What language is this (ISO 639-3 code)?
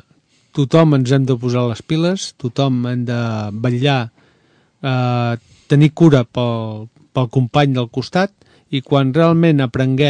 cat